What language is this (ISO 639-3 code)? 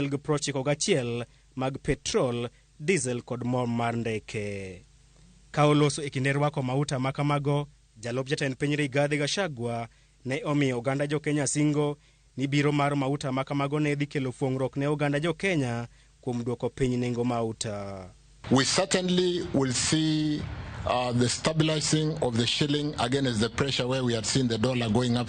luo